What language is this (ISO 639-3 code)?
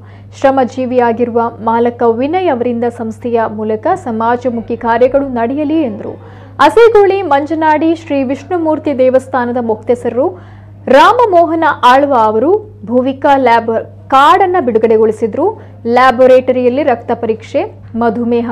kan